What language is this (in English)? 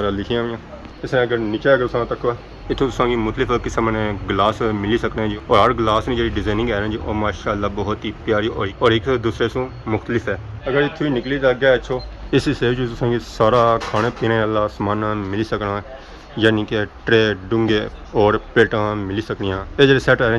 Pahari-Potwari